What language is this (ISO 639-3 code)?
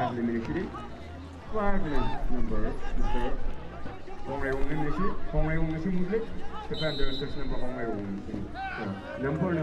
nmf